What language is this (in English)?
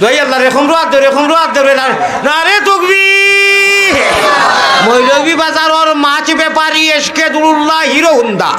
Sylheti